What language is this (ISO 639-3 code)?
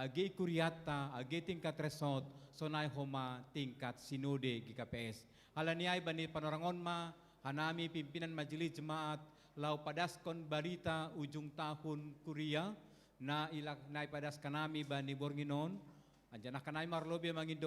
bts